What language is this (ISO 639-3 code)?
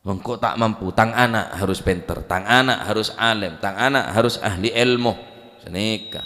mad